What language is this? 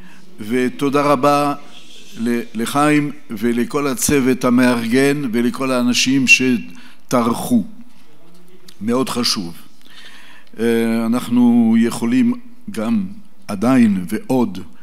Hebrew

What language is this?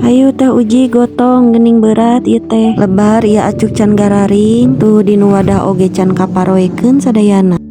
Sundanese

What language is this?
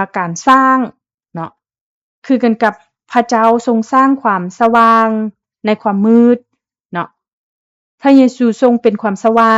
Lao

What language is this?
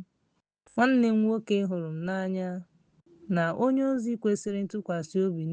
Igbo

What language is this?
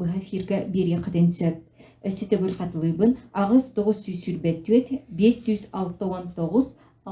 Yakut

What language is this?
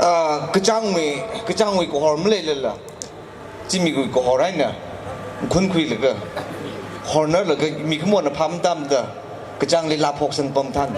Tangkhul Naga (India)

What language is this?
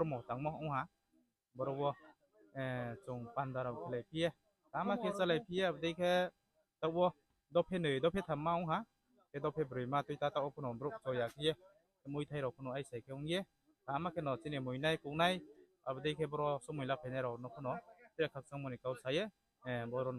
Riang (India)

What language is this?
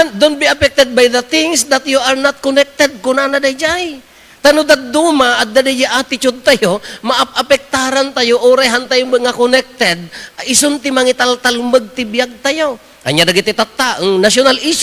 Iloko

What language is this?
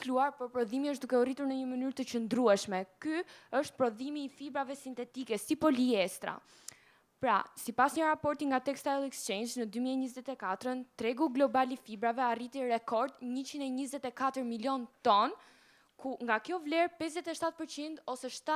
Albanian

